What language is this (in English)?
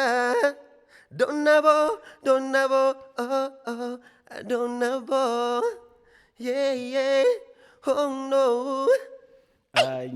Kabuverdianu